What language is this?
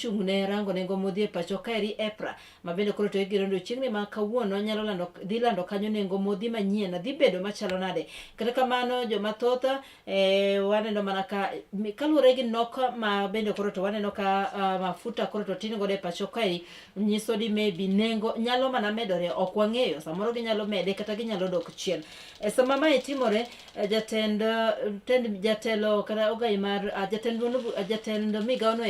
Luo (Kenya and Tanzania)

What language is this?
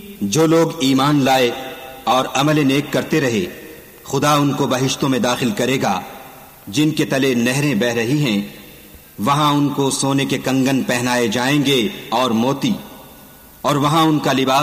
Urdu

